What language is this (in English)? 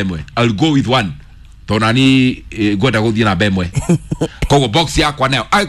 Kikuyu